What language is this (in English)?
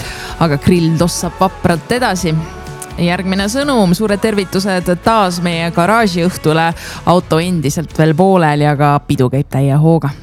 Estonian